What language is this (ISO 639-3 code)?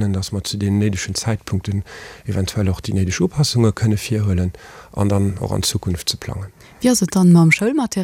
ltz